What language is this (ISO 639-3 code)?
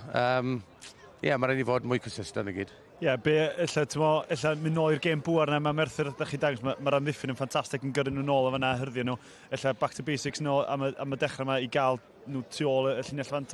cym